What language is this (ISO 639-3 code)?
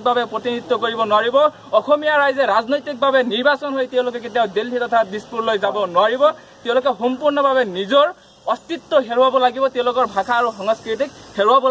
asm